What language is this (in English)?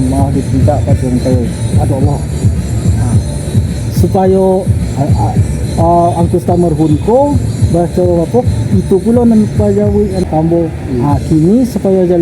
Minangkabau